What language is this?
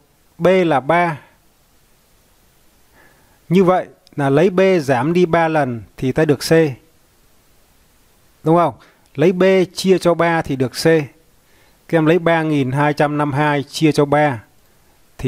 Vietnamese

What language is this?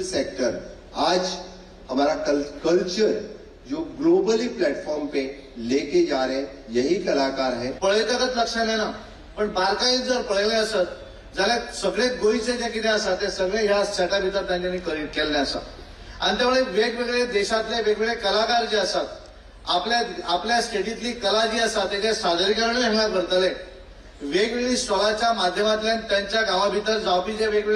Konkani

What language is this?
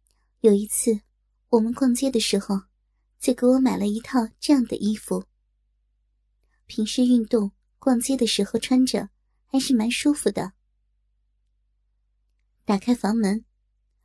Chinese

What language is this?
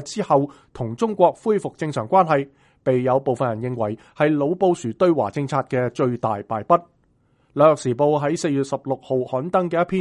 Cantonese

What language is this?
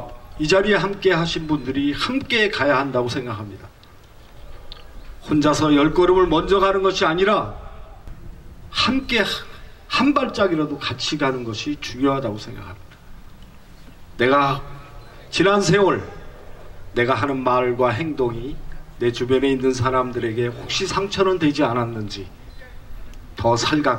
Korean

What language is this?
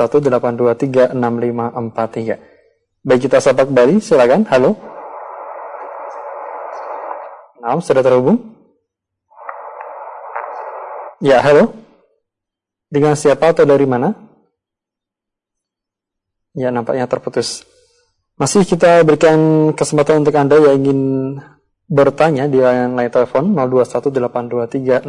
Indonesian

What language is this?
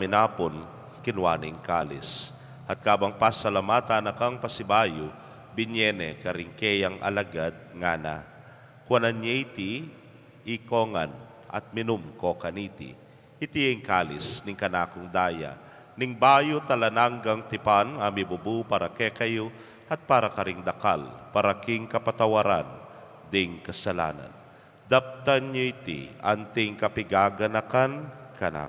Pampanga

